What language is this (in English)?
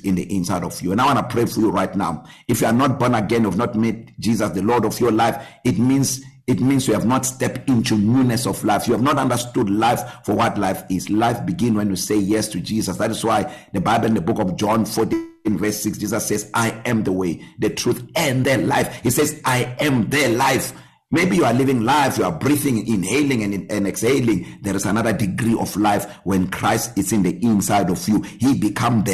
English